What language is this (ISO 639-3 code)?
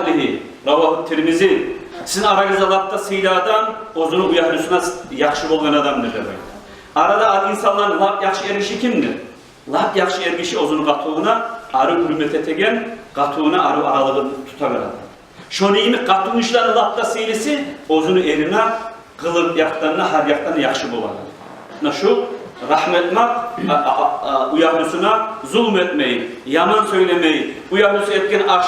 kum